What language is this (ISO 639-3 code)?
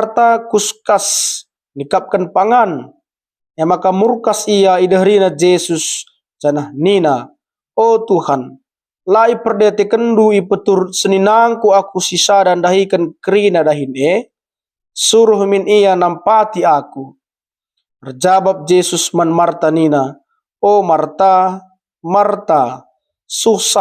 btx